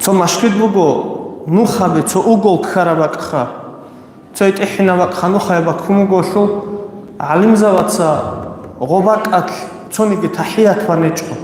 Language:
Avaric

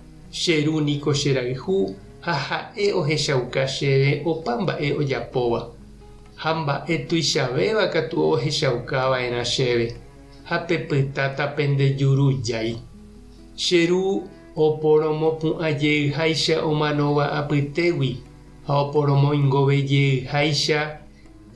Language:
Guarani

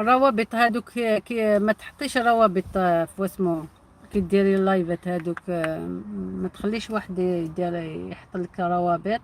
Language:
Algerian Arabic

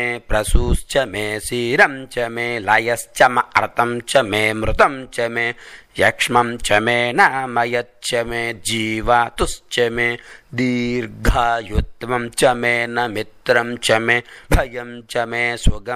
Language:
Sanskrit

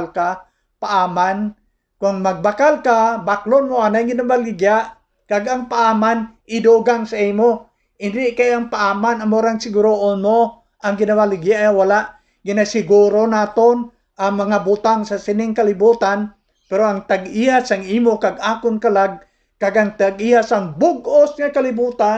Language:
Hiligaynon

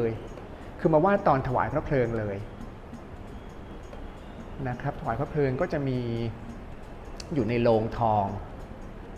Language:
Thai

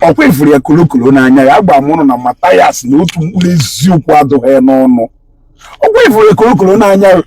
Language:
Igbo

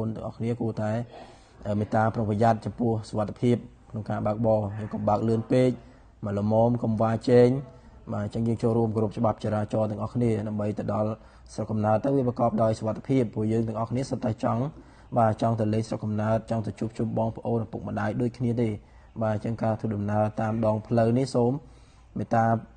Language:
Khmer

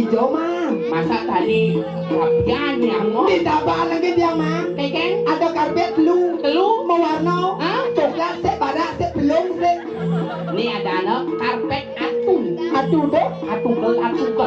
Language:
Balinese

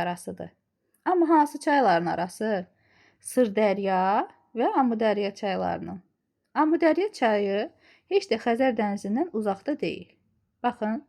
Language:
Azerbaijani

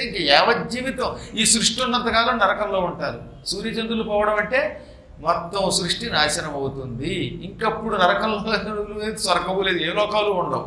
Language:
Telugu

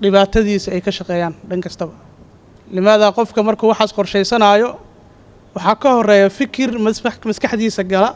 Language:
Somali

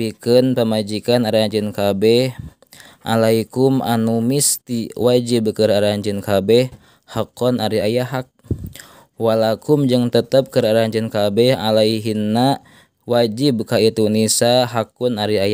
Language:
Sundanese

